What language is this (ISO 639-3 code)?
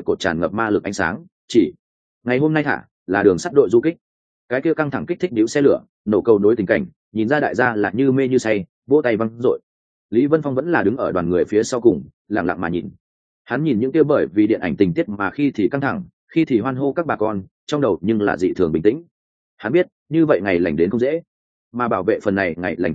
vie